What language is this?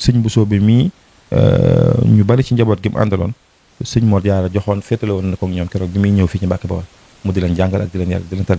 Wolof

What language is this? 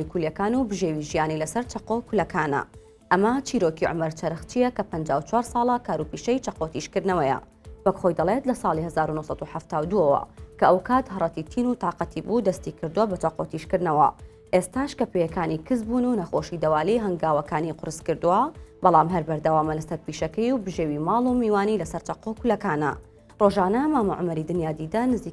Central Kurdish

